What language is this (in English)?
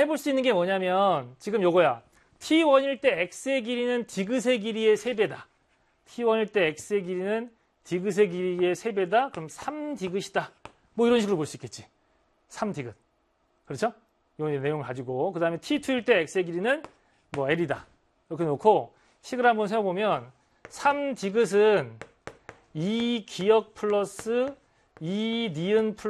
Korean